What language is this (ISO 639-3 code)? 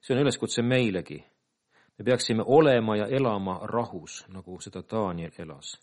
est